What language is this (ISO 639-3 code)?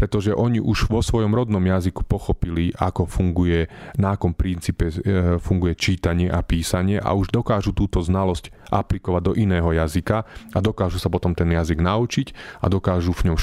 slk